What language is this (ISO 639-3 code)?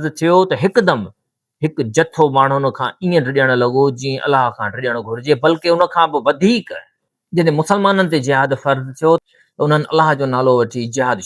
snd